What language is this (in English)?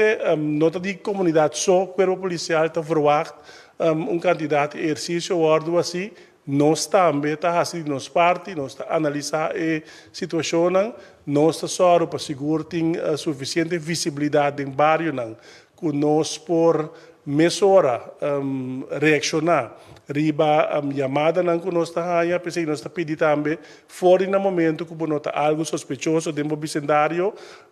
Papiamento